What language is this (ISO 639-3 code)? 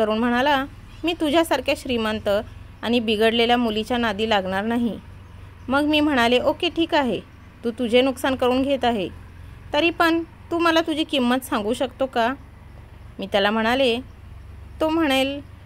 mar